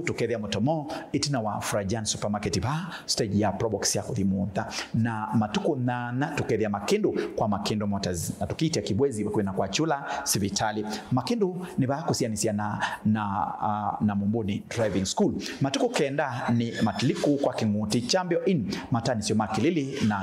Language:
Kamba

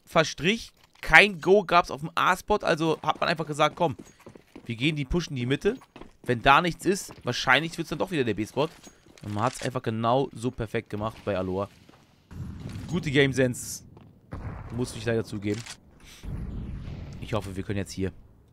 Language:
German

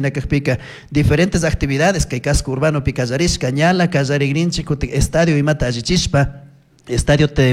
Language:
Chimborazo Highland Quichua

